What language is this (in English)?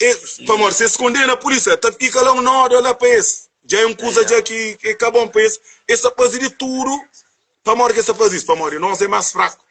Kabuverdianu